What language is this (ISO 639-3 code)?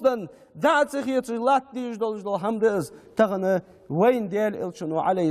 inh